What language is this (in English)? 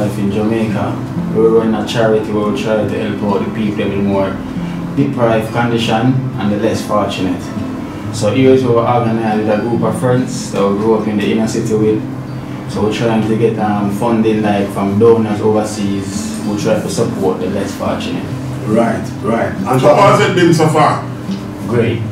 Jamaican Creole English